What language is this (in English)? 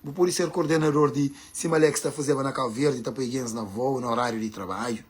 Kabuverdianu